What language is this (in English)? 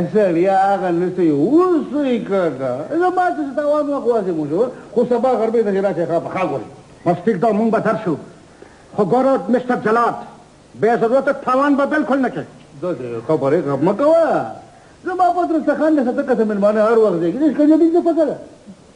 Pashto